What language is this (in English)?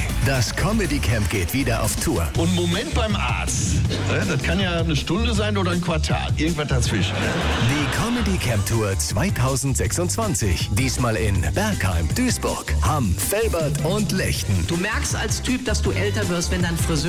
German